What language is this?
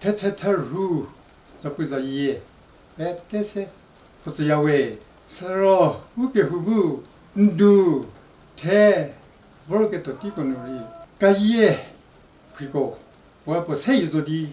Angami Naga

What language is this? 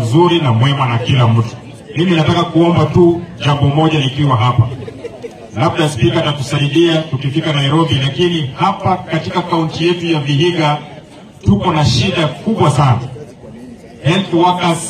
Swahili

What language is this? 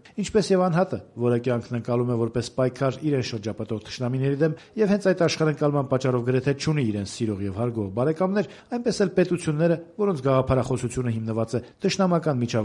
Armenian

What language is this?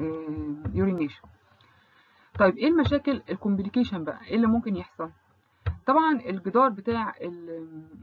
Egyptian Arabic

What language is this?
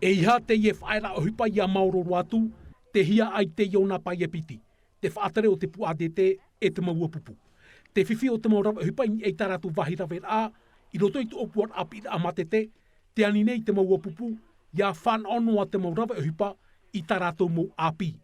Tahitian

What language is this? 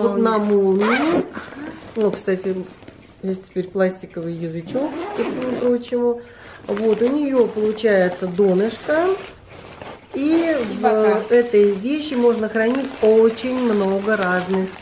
Russian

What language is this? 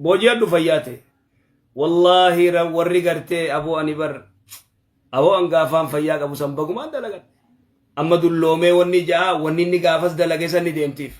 Oromo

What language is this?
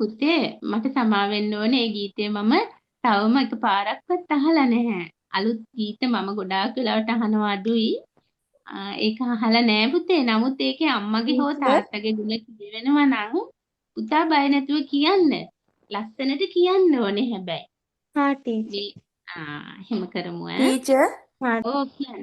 Sinhala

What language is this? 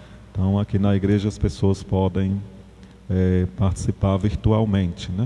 Portuguese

